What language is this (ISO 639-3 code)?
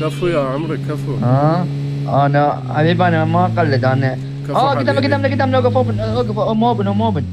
acm